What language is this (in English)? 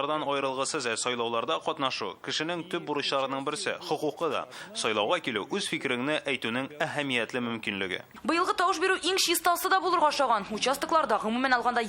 Tatar